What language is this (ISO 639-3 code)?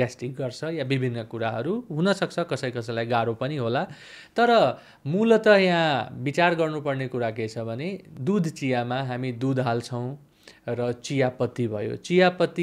nep